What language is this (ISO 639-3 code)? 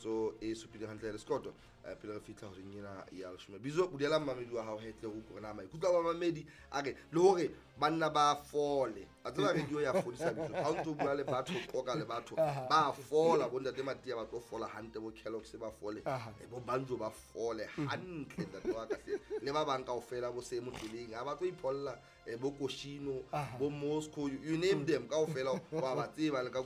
sot